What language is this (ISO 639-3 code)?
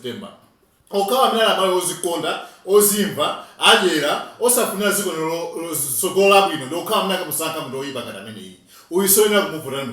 nya